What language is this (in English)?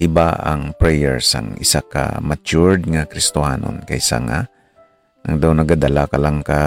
Hiligaynon